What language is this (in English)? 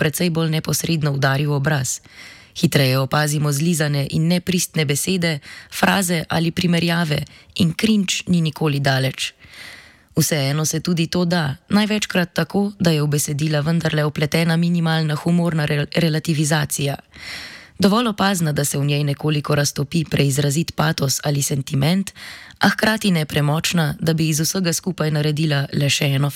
Slovenian